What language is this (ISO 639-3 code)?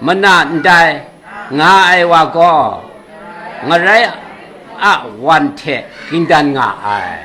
kac